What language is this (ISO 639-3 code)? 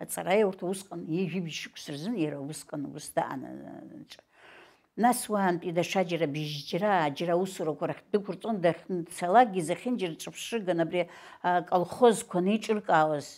abk